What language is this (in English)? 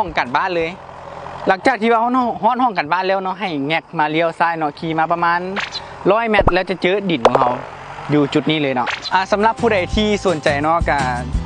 Lao